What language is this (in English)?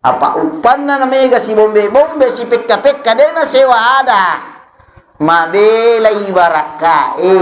Buginese